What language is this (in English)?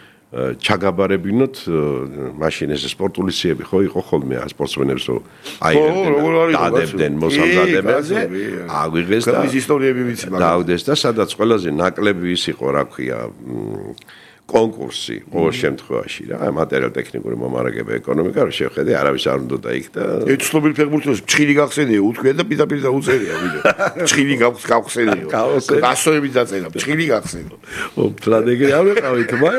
Georgian